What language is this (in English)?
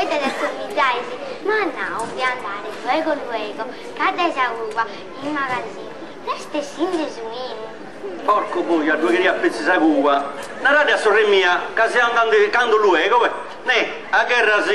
Sardinian